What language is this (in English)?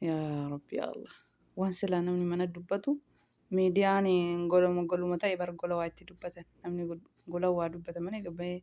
Oromo